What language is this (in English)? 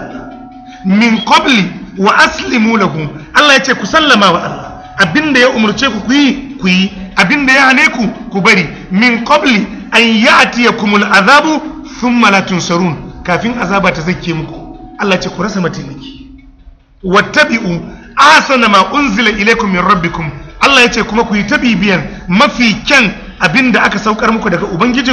Hausa